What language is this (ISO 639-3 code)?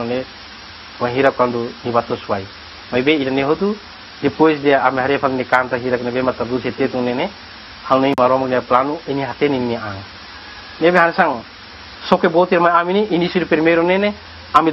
tet